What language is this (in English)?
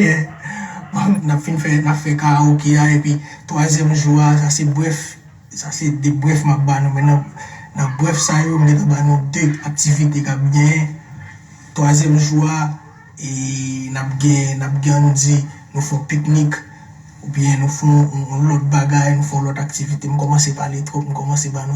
Haitian Creole